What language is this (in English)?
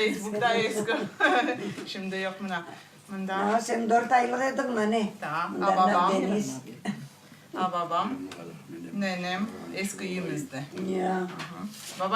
Crimean Tatar